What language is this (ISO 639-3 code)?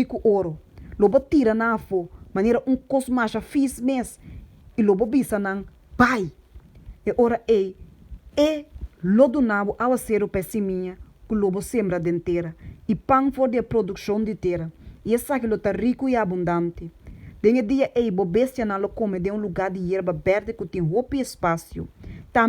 pap